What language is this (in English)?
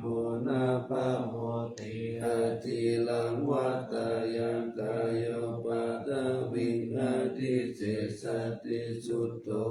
Pali